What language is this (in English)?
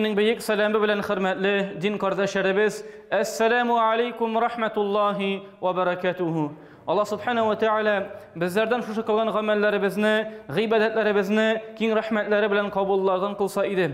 Tatar